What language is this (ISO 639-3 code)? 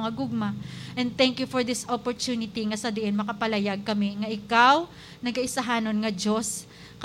hil